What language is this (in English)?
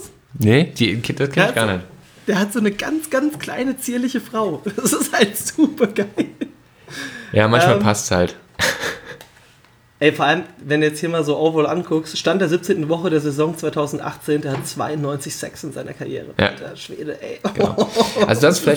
German